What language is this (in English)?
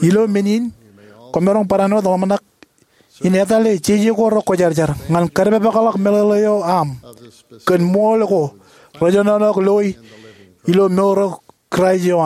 Marshallese